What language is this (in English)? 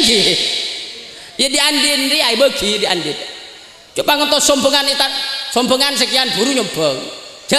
Madurese